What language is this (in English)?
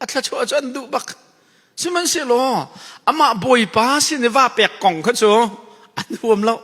Hakha Chin